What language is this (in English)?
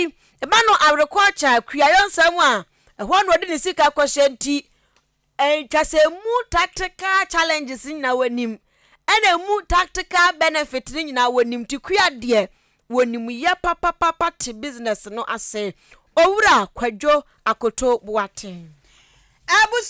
Akan